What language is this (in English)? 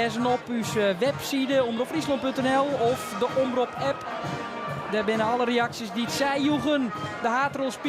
Western Frisian